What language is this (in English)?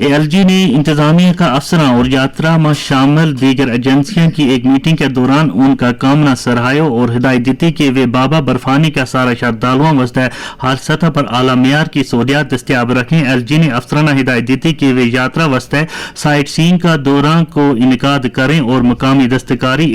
Gujari